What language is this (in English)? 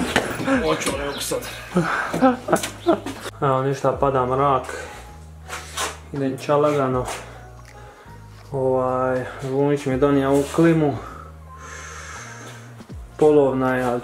Croatian